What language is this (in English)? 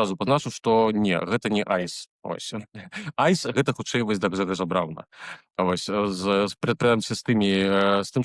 Belarusian